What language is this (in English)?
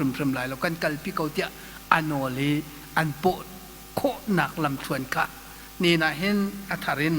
Hakha Chin